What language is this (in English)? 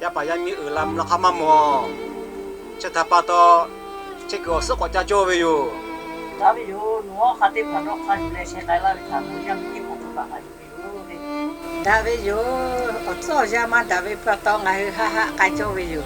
Lahu